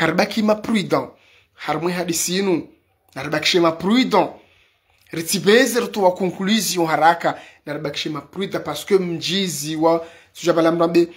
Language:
Ngazidja Comorian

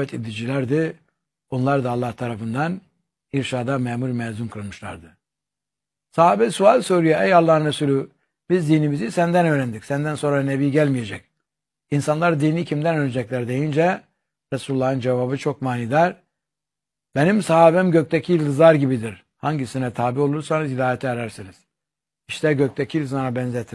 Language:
Turkish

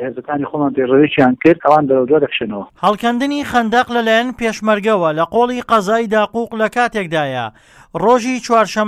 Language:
Central Kurdish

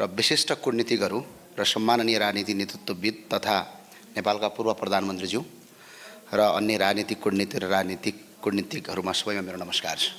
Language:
Nepali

